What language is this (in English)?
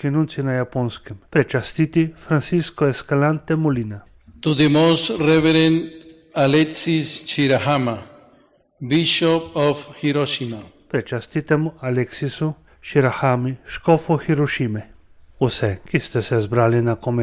Slovenian